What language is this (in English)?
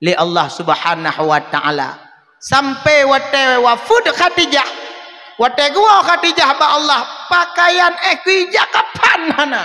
Achinese